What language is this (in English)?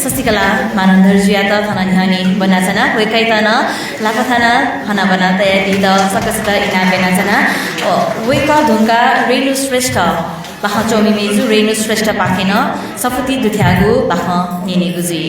Newari